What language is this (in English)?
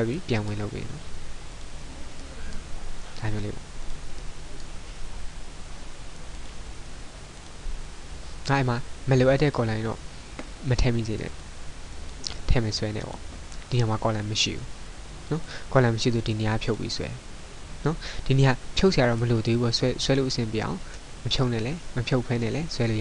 Burmese